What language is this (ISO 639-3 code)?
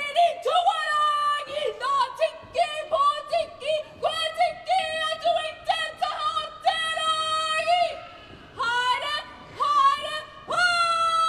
mri